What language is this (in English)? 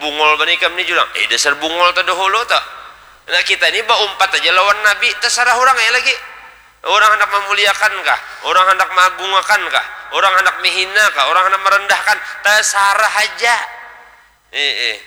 Banjar